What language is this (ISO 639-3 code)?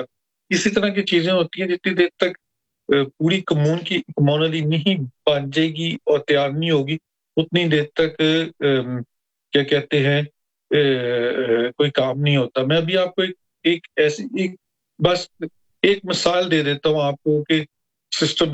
urd